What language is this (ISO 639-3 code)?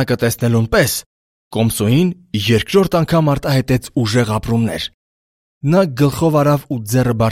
hye